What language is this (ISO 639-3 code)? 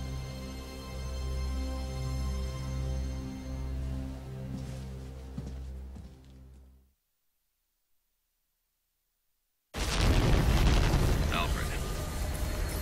eng